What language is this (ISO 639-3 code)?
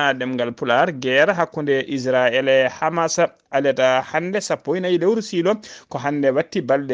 ful